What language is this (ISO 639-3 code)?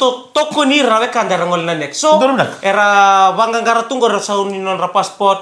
fij